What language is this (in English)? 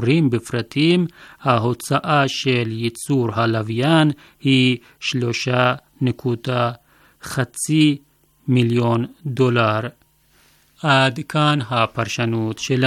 Hebrew